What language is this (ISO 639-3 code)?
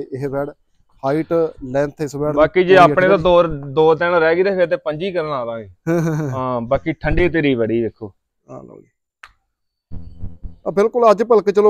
pan